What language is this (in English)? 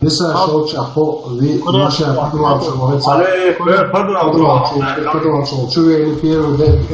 Chechen